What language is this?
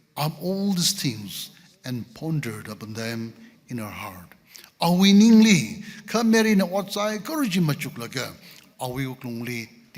Tangkhul Naga (India)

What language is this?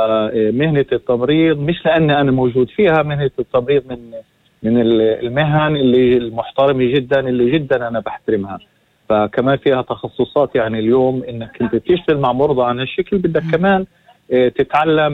North Levantine Arabic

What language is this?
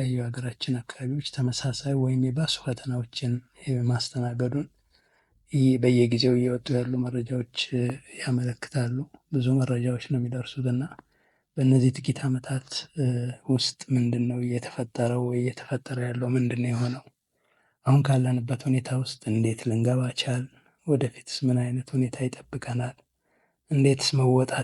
Amharic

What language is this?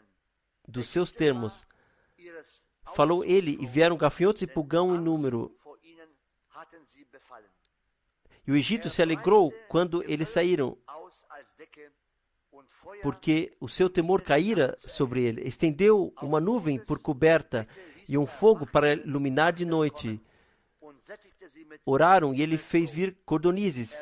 Portuguese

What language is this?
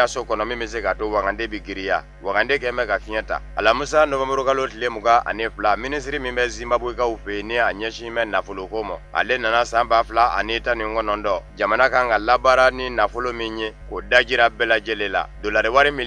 Bambara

